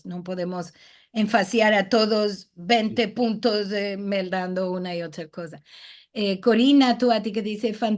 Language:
Ladino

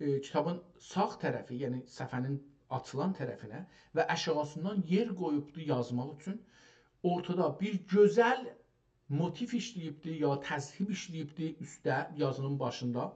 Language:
South Azerbaijani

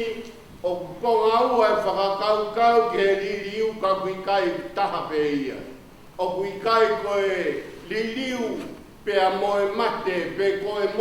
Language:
Tongan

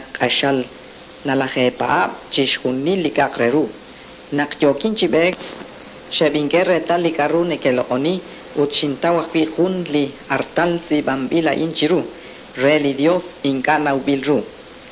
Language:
Kekchí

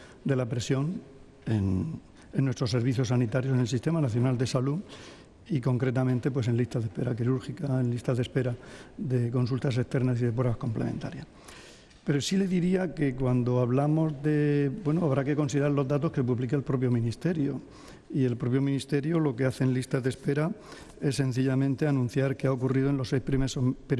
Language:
Spanish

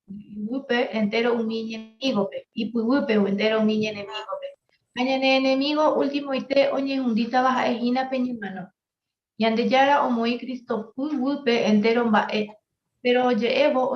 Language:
Guarani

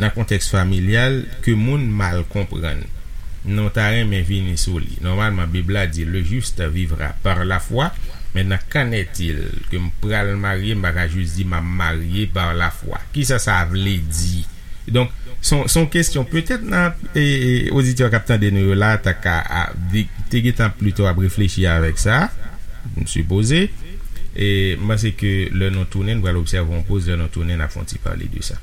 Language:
Haitian Creole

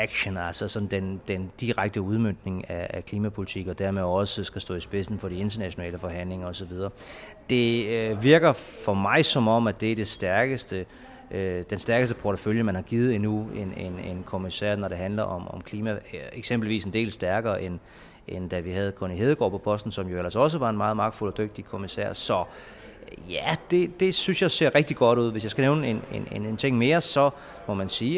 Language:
Danish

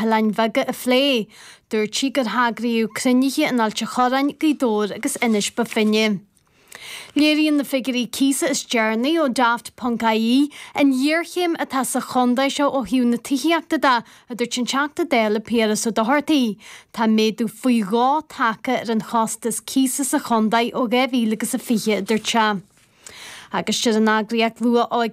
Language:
Irish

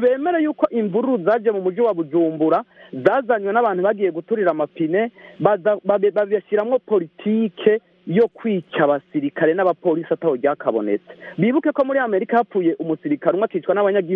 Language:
Kinyarwanda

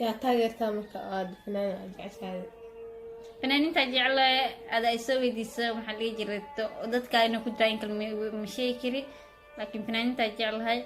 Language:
Somali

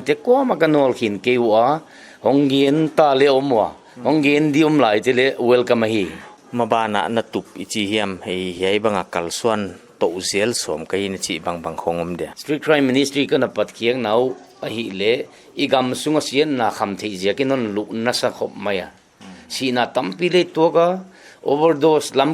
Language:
Paite Chin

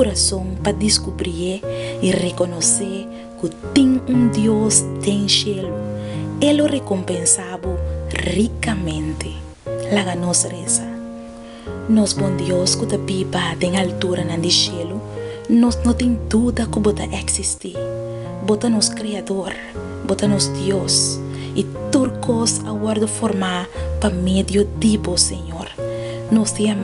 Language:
Papiamento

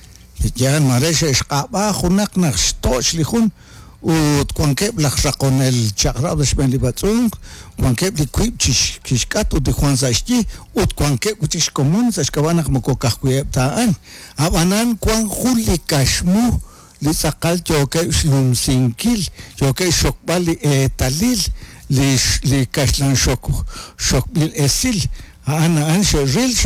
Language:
Kekchí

